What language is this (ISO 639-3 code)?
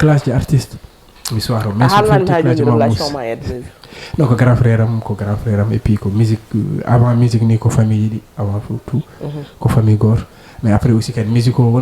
ful